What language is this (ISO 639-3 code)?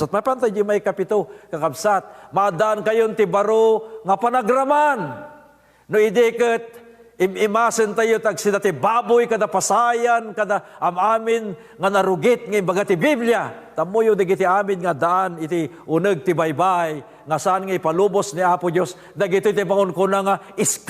ilo